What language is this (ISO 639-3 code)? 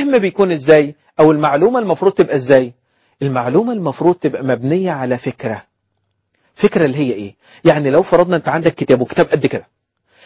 arz